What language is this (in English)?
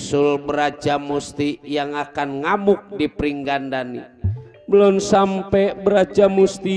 Betawi